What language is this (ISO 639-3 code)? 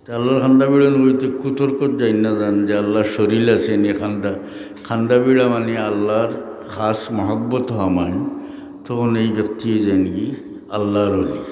syl